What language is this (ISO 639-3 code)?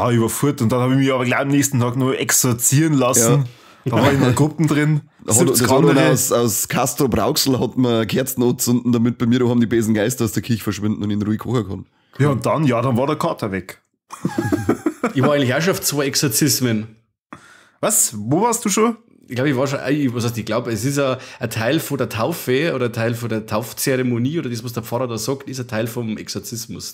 bar